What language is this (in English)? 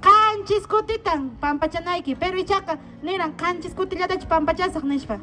Quechua